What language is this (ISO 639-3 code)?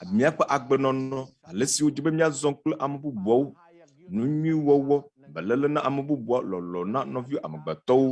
ewe